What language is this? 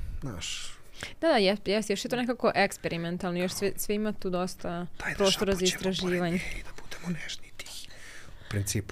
Serbian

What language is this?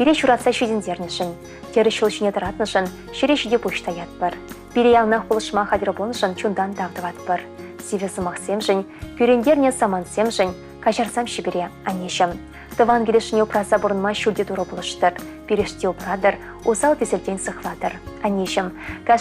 Chuvash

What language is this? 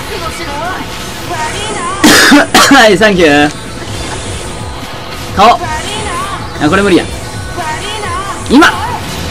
Japanese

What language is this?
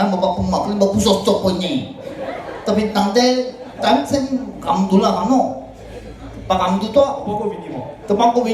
Morisyen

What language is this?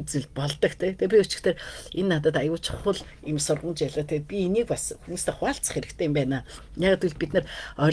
Mongolian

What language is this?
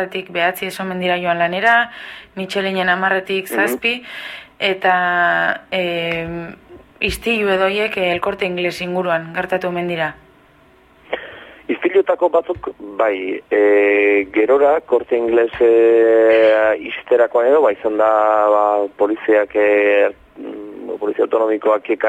Basque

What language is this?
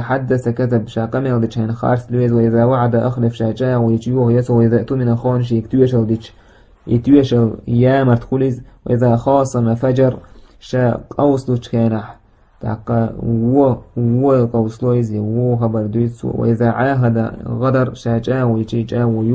Chechen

